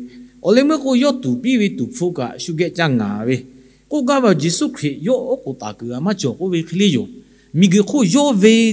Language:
Lahu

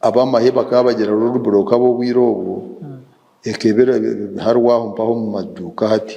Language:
Nyankole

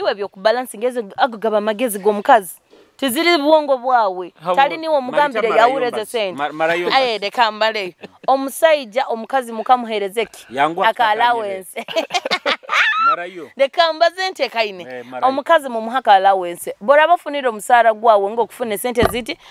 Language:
Nyoro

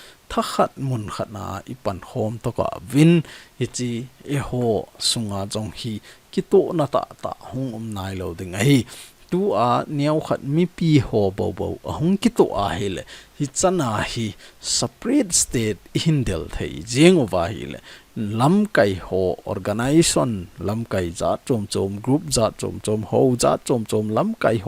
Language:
Thado Chin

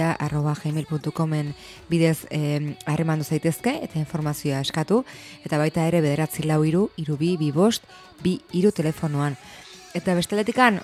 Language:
Basque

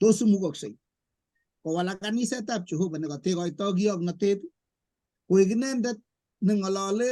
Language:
Kalenjin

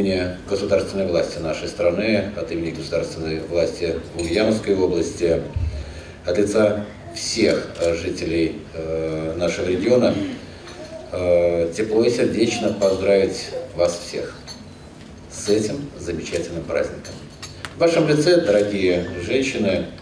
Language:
Russian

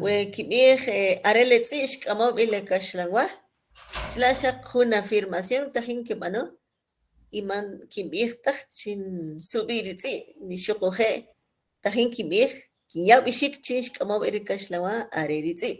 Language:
Kʼicheʼ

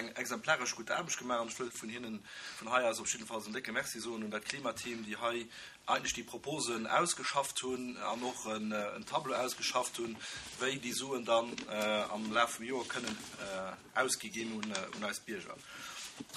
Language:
Luxembourgish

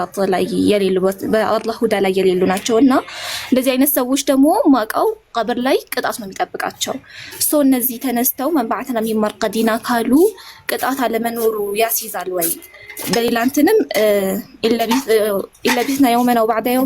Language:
Amharic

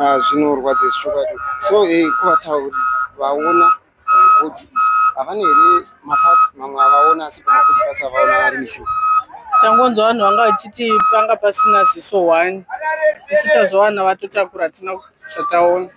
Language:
Shona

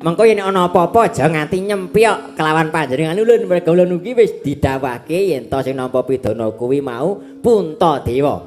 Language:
Javanese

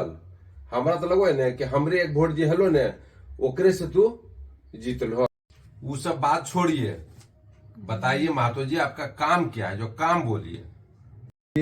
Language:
Magahi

